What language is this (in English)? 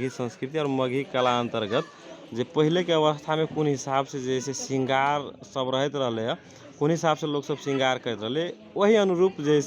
Magahi